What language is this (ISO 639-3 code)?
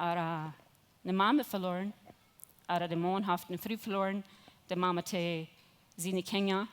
pdt